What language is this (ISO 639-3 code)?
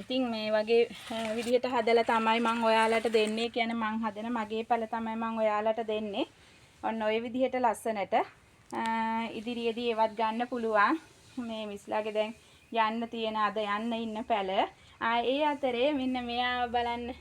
sin